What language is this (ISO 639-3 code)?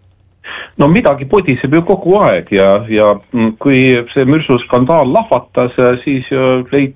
est